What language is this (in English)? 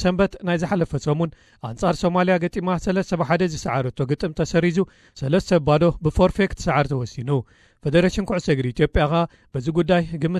Tigrinya